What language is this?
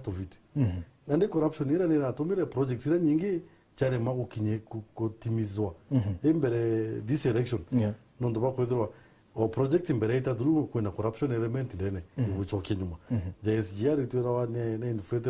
Meru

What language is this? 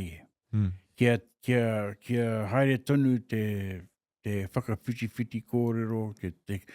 Māori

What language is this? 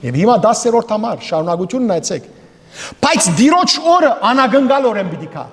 Western Armenian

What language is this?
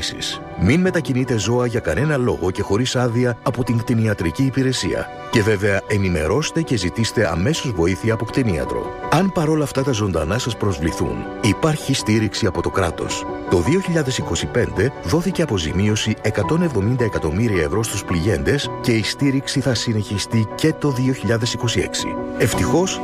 Greek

